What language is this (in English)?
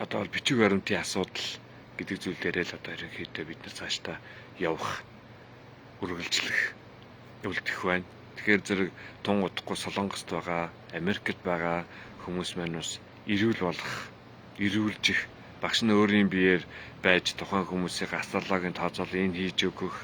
Mongolian